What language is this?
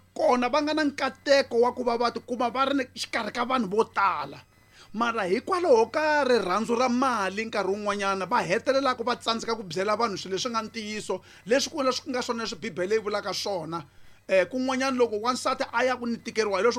Tsonga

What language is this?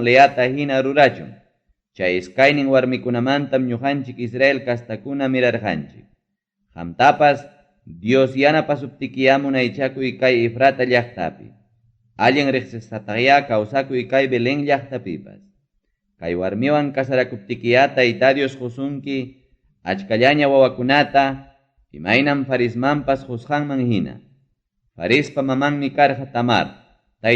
Ayacucho Quechua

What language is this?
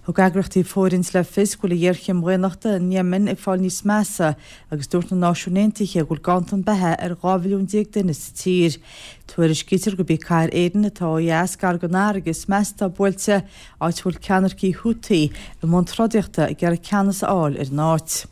Irish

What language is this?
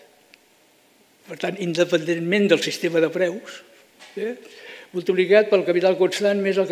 Catalan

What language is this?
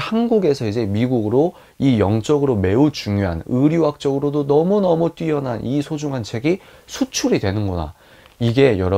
Korean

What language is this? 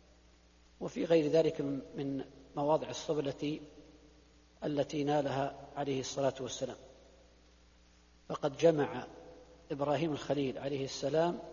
Arabic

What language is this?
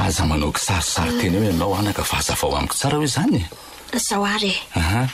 Malagasy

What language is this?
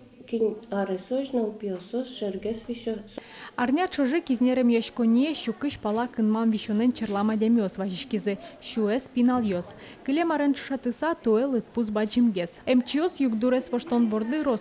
Udmurt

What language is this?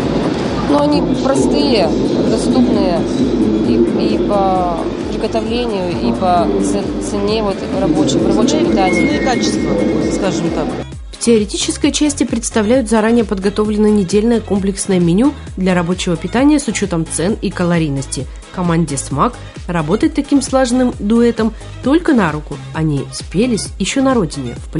Russian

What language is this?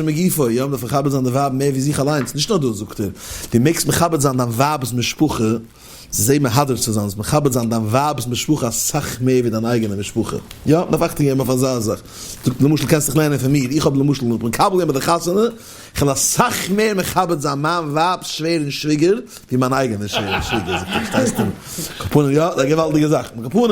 Yiddish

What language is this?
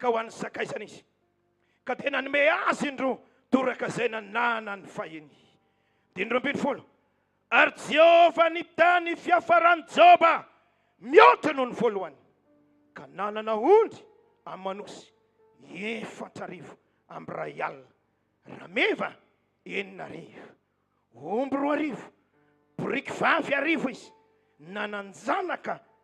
Malagasy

